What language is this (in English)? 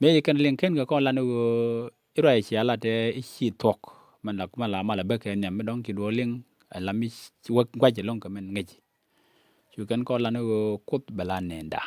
Nuer